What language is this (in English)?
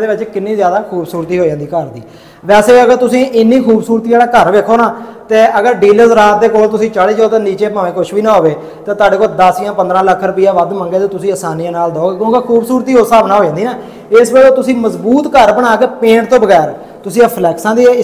Punjabi